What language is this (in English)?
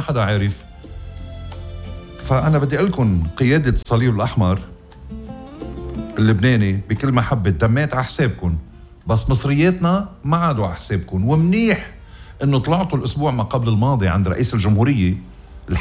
North Levantine Arabic